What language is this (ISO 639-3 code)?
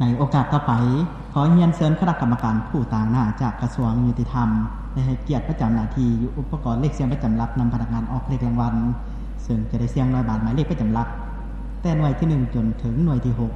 lao